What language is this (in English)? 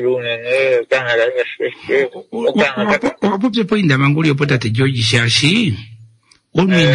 Kuanyama